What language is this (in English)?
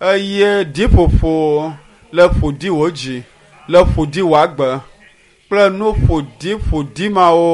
Ewe